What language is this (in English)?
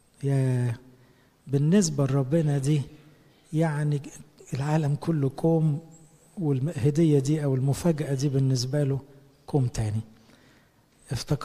Egyptian Arabic